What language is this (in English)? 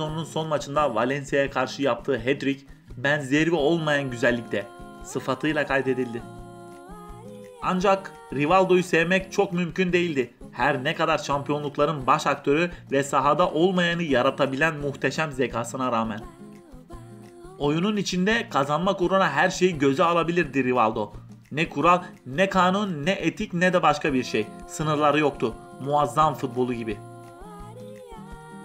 Turkish